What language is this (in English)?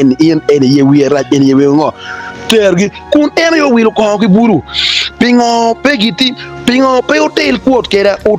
Acoli